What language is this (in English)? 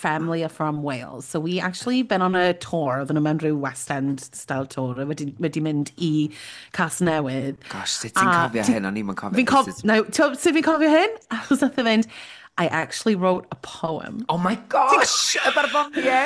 Welsh